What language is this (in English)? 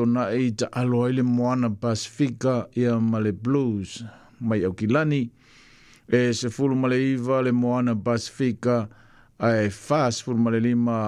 Samoan